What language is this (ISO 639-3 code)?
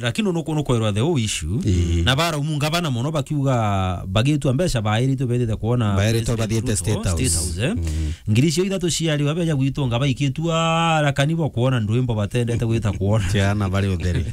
mer